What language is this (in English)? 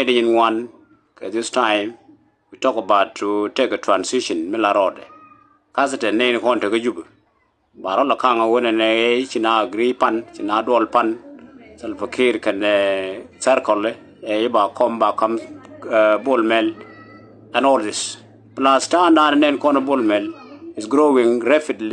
Nuer